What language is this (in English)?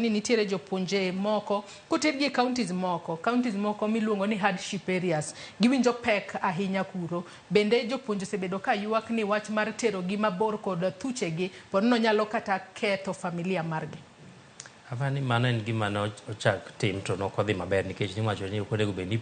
Luo (Kenya and Tanzania)